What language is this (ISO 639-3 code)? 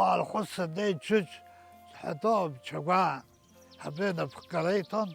abk